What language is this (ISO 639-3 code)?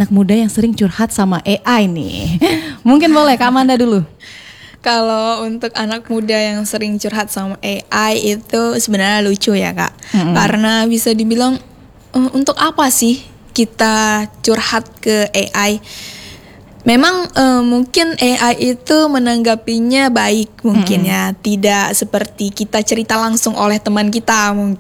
ind